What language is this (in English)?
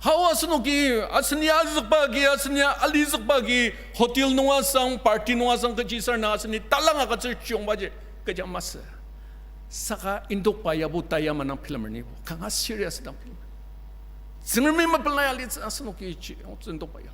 Ao Naga